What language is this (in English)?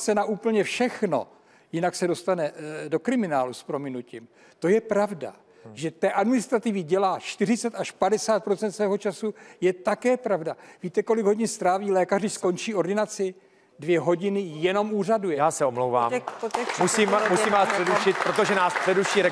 Czech